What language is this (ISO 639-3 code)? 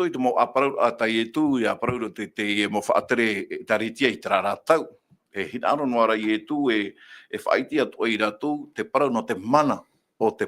tah